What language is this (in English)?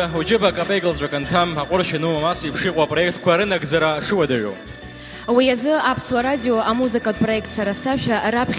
Abkhazian